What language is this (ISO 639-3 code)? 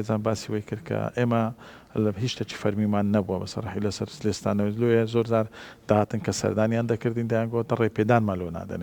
ckb